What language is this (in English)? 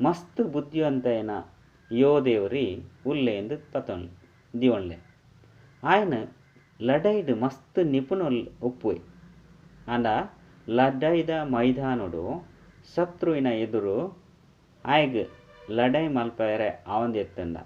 Tulu